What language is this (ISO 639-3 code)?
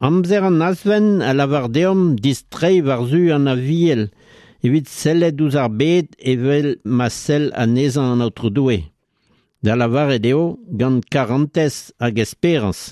bre